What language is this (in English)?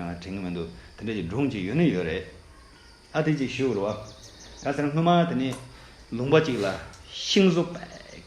Tibetan